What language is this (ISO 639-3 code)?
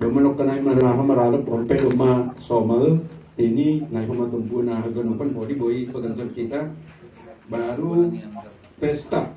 bts